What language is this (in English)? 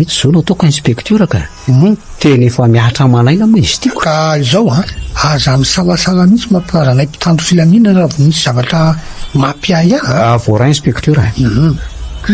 Malagasy